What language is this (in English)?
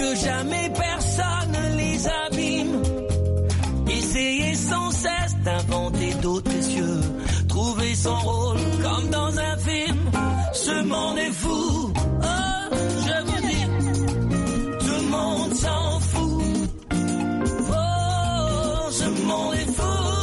French